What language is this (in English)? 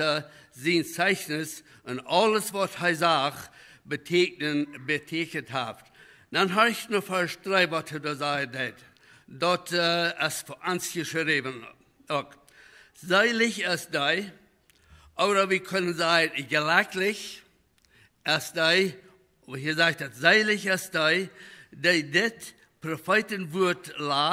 Plautdietsch